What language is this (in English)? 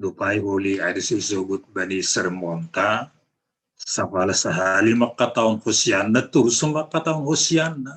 Batak Simalungun